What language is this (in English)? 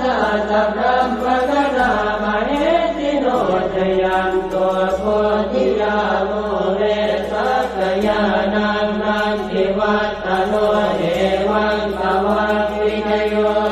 Pali